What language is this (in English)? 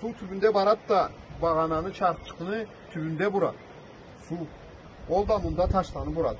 Karachay-Balkar